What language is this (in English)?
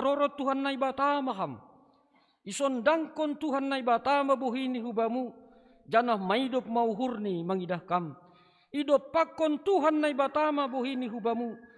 Batak Simalungun